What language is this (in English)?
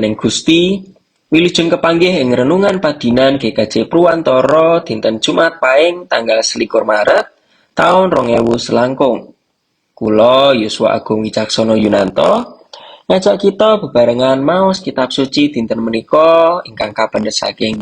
Javanese